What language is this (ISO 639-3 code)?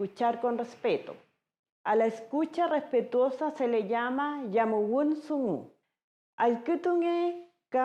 arn